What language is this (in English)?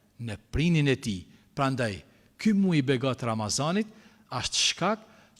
Albanian